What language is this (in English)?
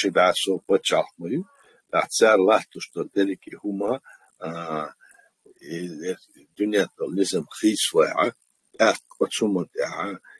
Chechen